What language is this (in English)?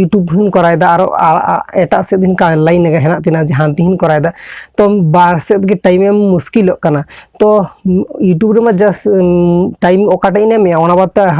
Santali